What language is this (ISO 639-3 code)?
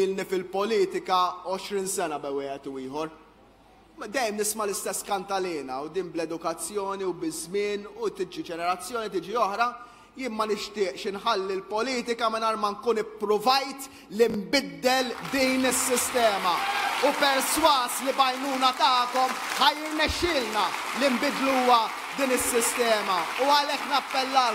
mlt